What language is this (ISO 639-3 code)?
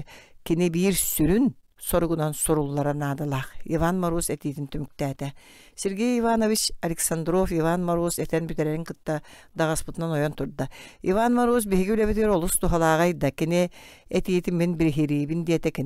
sah